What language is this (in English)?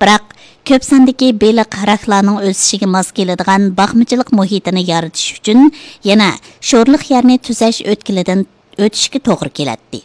Uyghur